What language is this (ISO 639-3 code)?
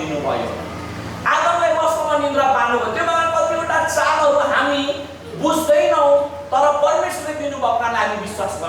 nep